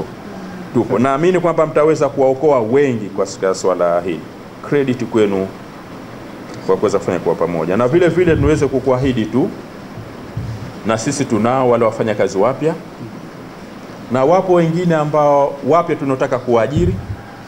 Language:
Swahili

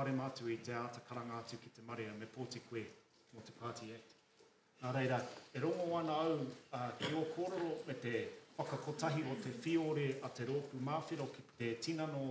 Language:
Māori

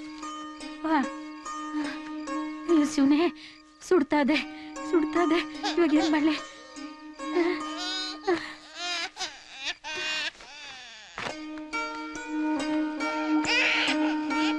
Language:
Kannada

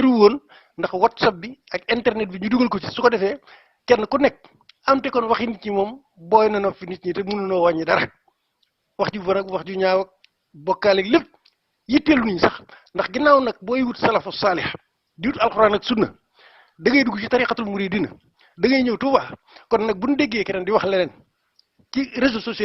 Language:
Wolof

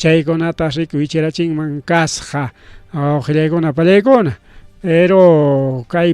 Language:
Ayacucho Quechua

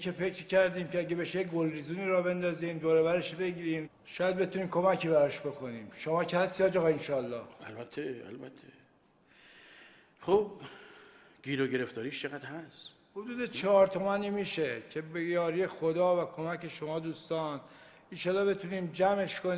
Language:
Persian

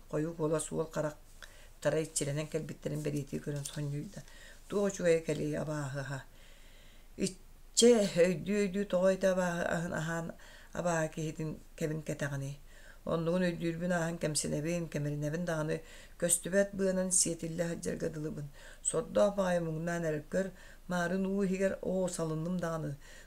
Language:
Yakut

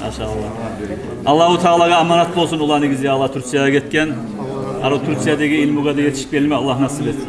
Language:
Kumyk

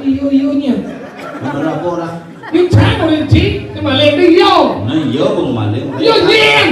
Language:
Balinese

